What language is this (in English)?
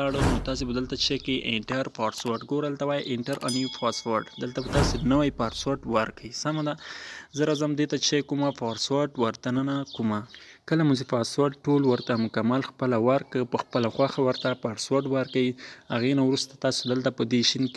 Pashto